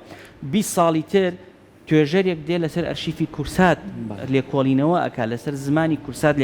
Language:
Central Kurdish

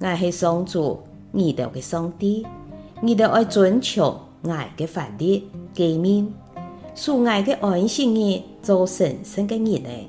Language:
Hakka Chinese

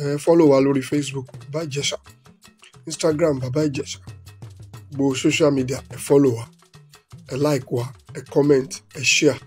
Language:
Yoruba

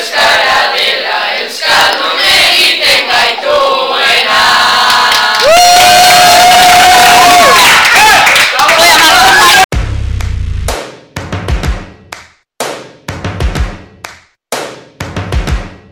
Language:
Basque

